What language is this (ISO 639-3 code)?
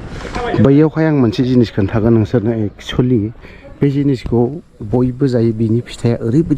brx